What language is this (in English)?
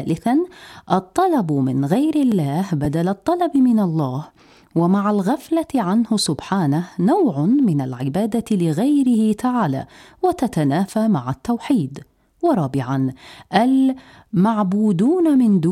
Arabic